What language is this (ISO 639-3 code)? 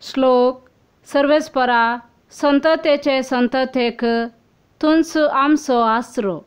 kok